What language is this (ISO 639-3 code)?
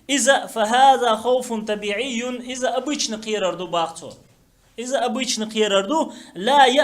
che